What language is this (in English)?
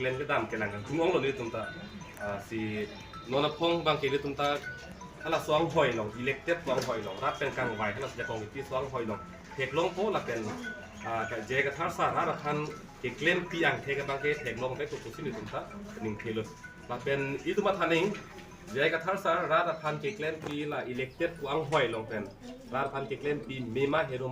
Karbi